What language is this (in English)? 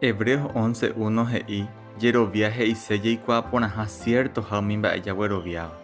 Guarani